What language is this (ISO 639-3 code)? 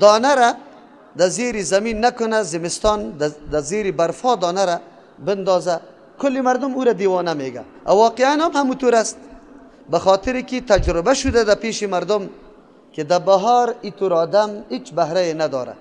fas